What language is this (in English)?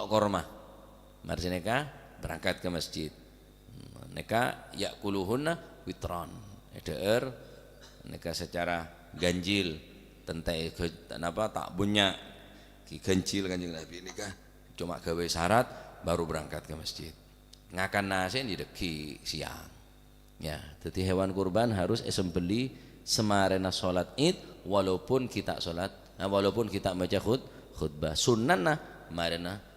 Madurese